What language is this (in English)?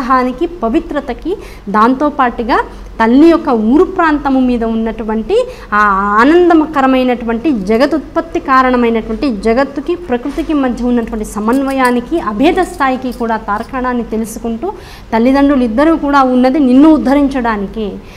Telugu